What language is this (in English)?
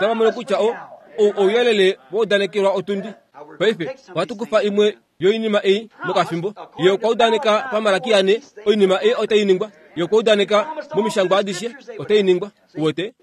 Kuanyama